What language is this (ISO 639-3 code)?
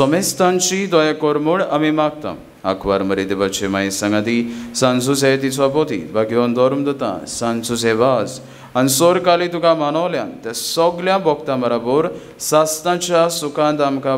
kok